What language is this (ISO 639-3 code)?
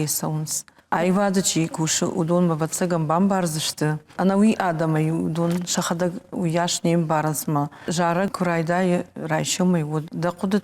oss